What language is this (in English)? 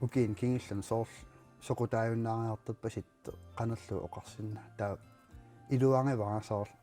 Kalaallisut